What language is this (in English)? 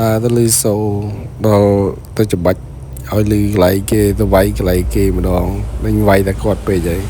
Khmer